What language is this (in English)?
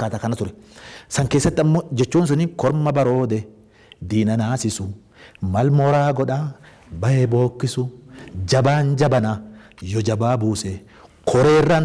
Oromo